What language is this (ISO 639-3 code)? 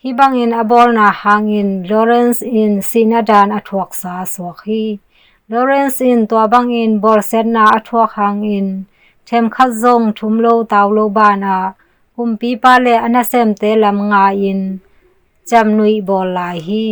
ctd